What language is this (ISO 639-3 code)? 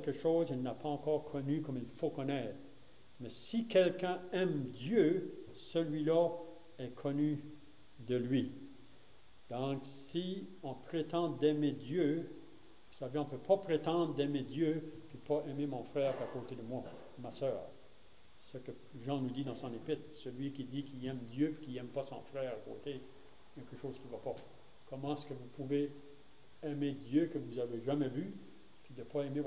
fra